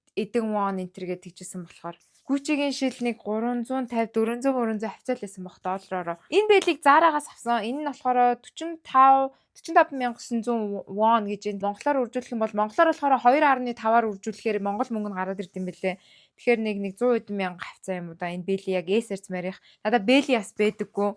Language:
Mongolian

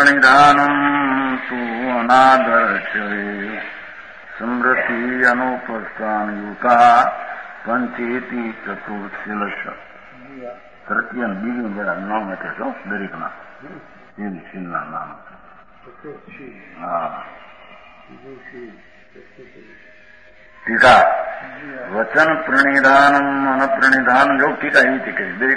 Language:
Gujarati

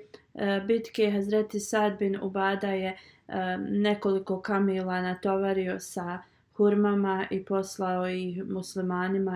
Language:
Bosnian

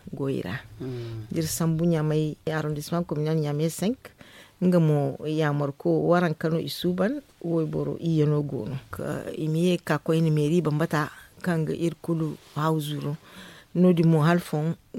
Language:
Zarma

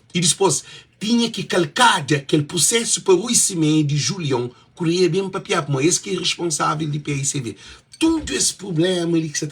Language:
Kabuverdianu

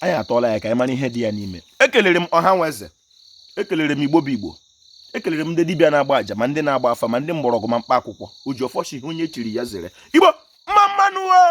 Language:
Igbo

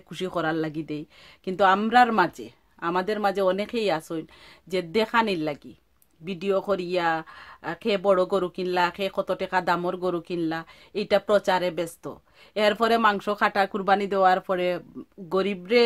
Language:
Sylheti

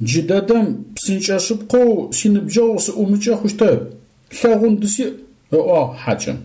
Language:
Adyghe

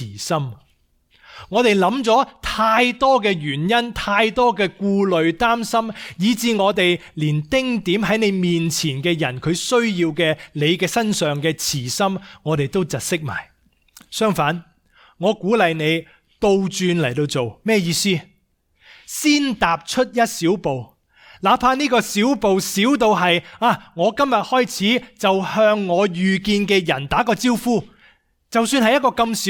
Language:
Cantonese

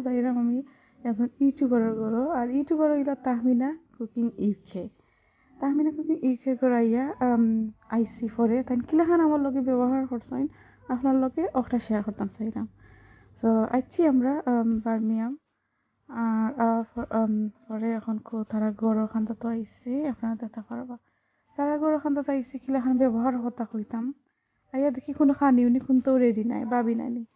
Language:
Sylheti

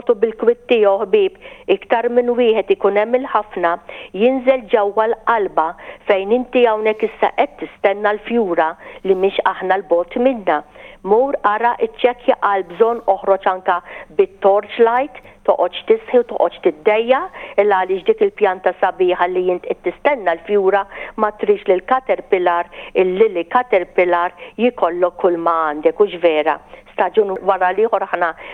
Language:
Maltese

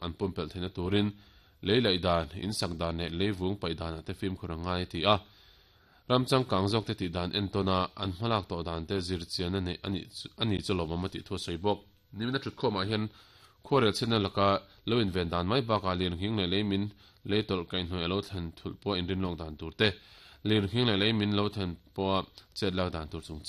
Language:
Mizo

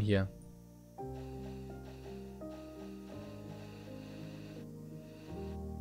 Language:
German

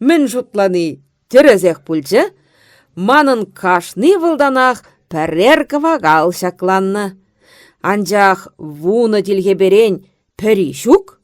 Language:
Chuvash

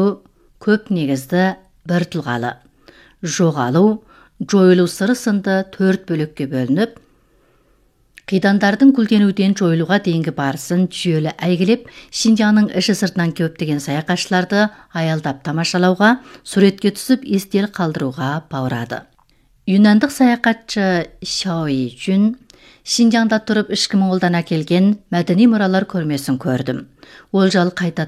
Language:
Kazakh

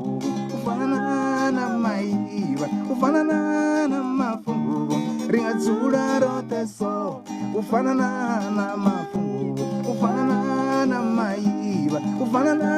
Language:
Venda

